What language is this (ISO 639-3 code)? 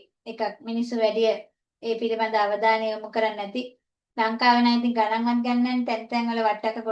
sin